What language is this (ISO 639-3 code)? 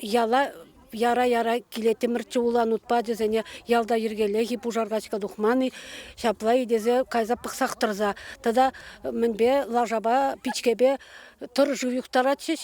chv